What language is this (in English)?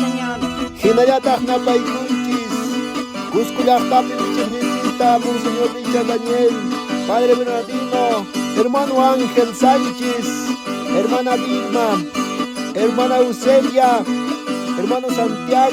Quechua